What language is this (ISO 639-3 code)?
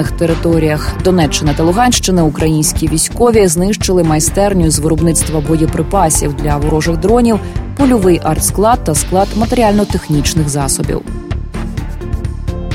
ukr